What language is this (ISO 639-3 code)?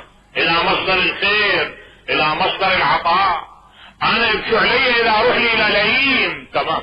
acm